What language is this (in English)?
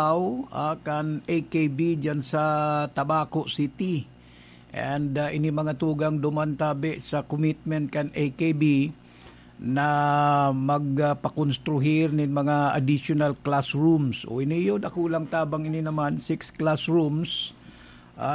Bikol